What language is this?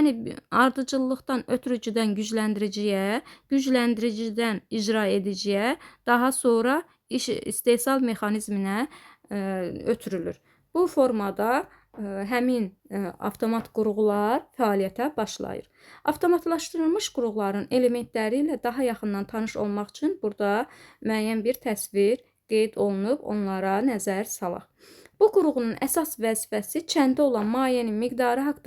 Azerbaijani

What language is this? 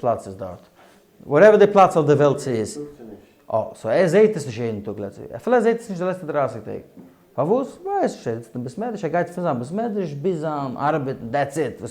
Yiddish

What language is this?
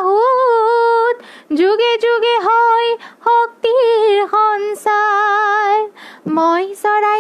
Assamese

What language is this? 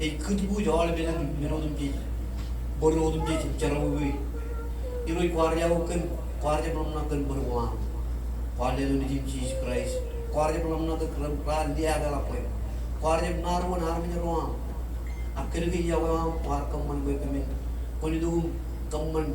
Marshallese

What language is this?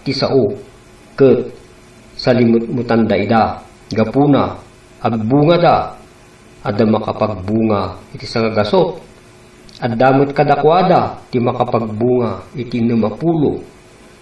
Iloko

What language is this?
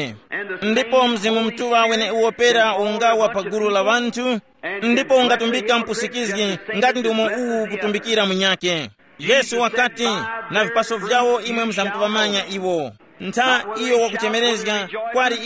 Tumbuka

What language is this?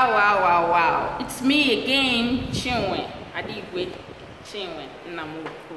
Igbo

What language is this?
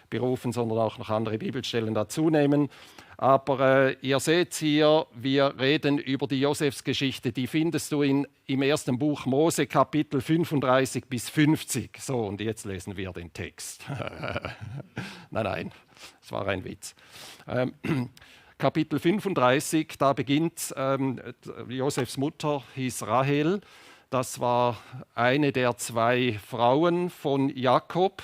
Swiss German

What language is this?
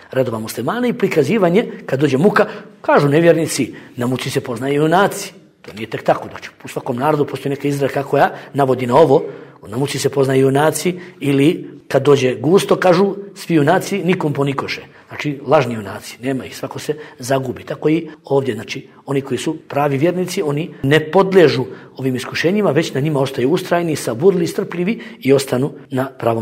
Bosnian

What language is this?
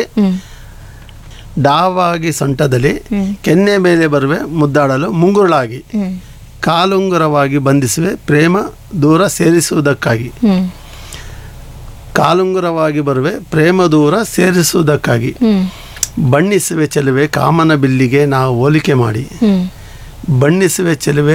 Kannada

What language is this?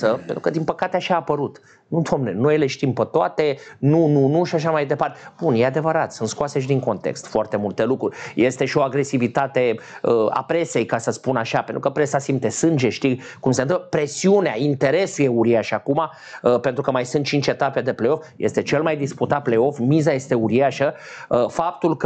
Romanian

